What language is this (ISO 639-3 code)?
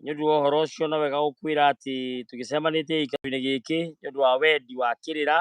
kik